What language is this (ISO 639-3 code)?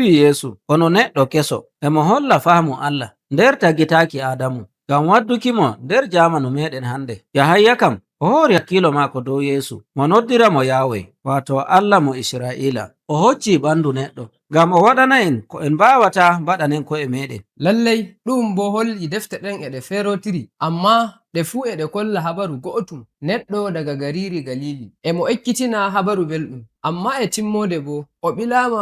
fuv